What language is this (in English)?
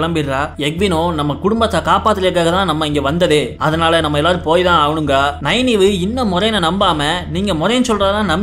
Tamil